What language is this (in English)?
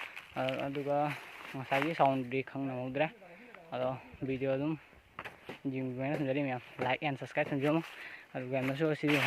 Manipuri